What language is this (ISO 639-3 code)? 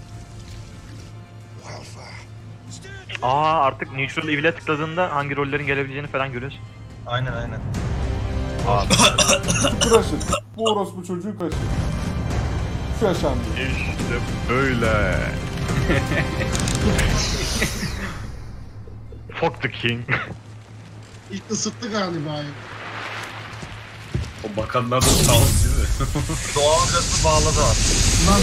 tur